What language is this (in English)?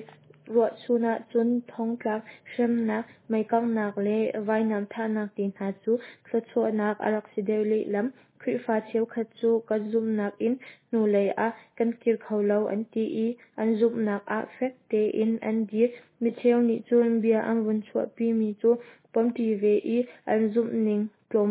Hakha Chin